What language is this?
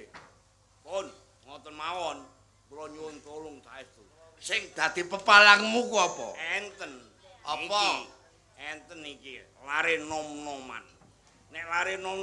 Javanese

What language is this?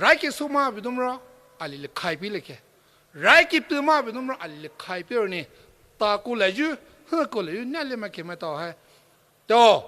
Poumei Naga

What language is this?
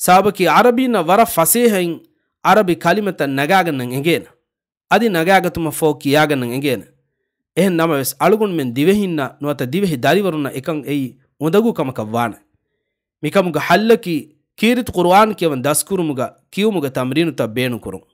Divehi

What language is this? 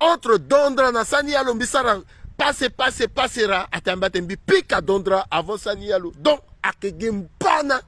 Sango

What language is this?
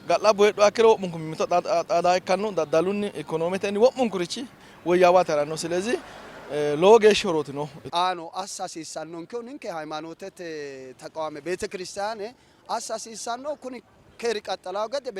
Sidamo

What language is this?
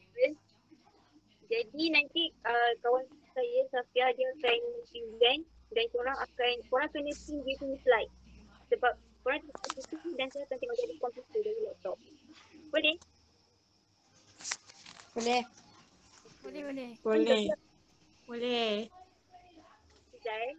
Malay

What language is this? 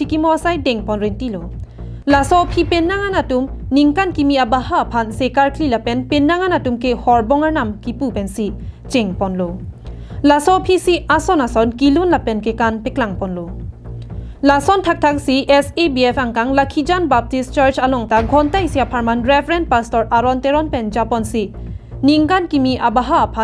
Karbi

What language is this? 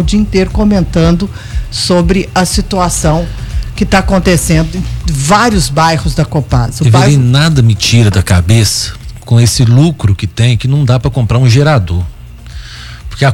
Portuguese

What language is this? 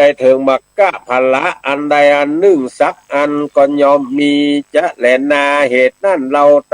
Northern Thai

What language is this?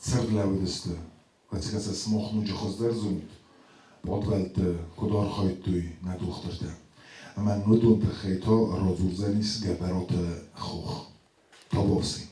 Ossetic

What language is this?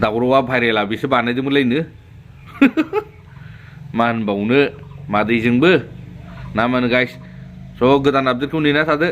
Bodo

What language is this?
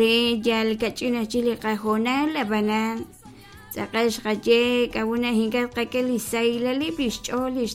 Kekchí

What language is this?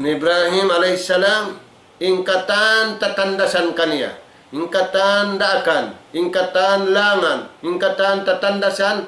Tausug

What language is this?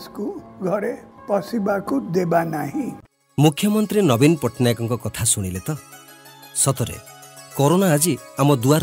Odia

